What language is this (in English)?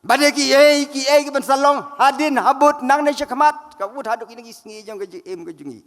Khasi